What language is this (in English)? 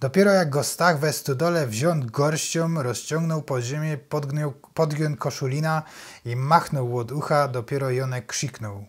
Silesian